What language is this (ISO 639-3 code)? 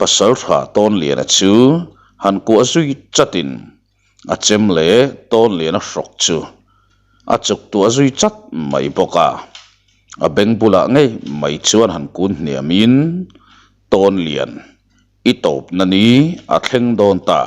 lus